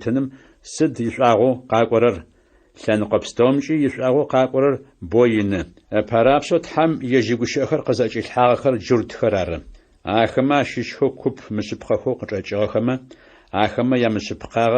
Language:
Adyghe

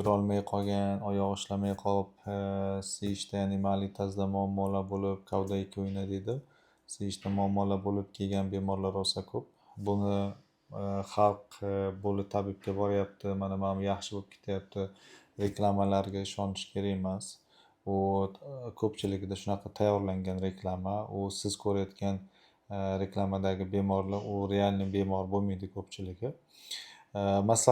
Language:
Uzbek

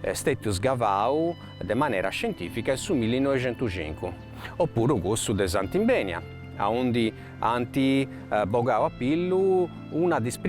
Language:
Sardinian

